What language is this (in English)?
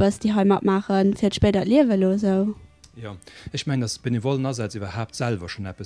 Luxembourgish